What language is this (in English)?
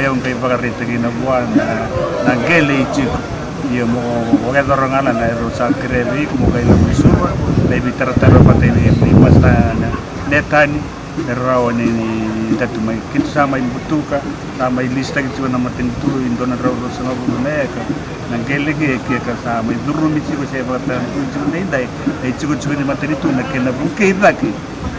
Fijian